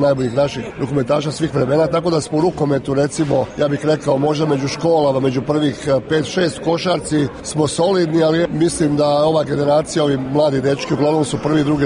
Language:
Croatian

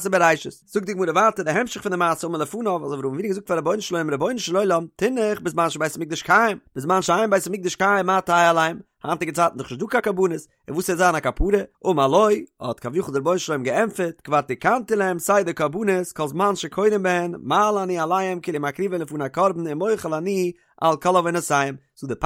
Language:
Yiddish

